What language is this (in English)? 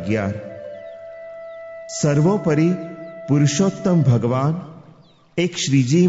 Gujarati